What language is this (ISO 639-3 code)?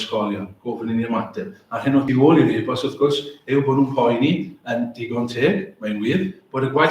cym